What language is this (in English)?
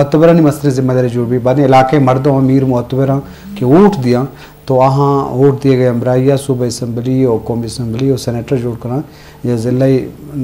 Eastern Balochi